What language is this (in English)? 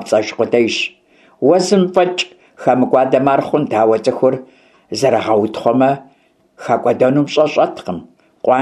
Kabardian